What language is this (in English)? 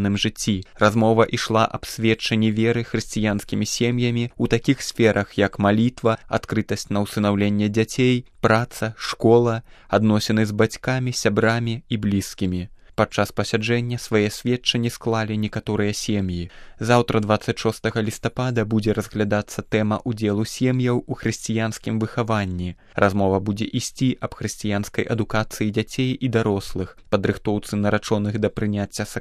Belarusian